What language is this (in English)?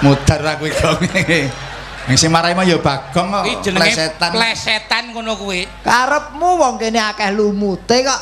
Javanese